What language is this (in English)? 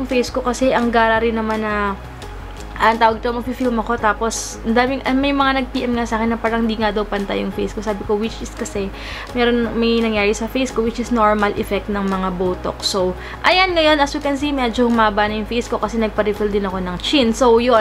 Filipino